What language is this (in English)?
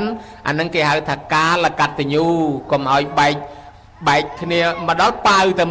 Khmer